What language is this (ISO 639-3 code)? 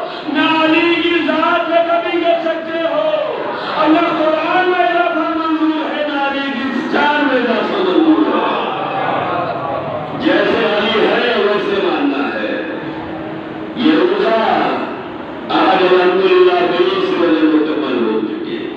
urd